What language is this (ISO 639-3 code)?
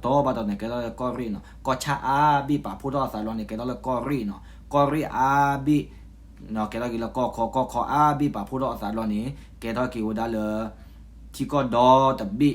ksw